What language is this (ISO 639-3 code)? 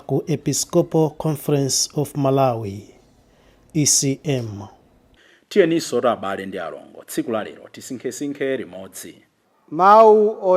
nya